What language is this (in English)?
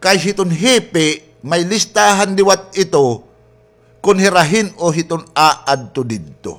Waray